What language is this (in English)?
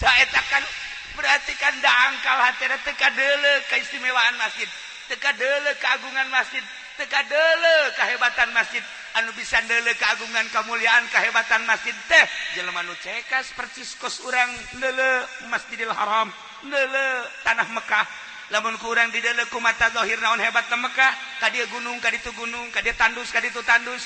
Sundanese